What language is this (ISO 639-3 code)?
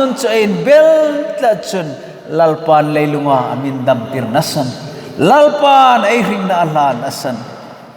hmr